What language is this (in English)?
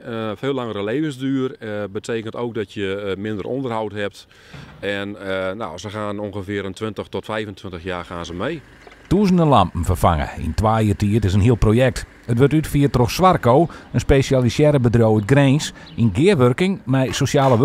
Western Frisian